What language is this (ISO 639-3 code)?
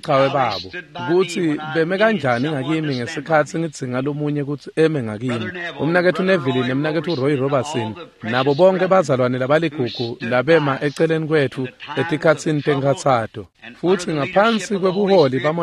ssw